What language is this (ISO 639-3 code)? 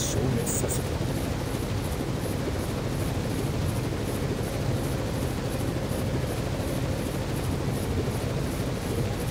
jpn